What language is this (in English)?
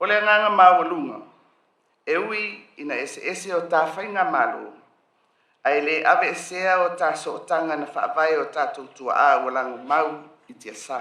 Samoan